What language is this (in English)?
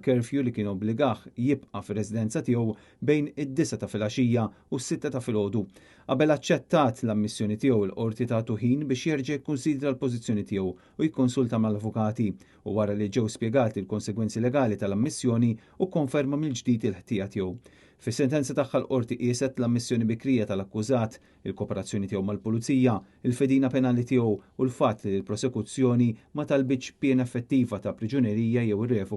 Maltese